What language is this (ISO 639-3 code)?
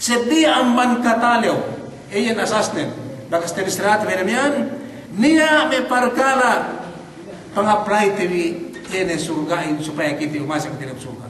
yka